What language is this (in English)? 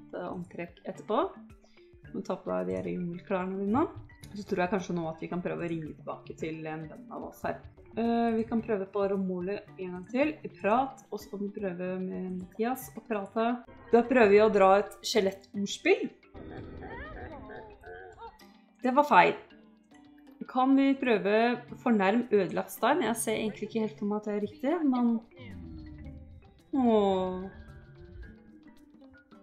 Norwegian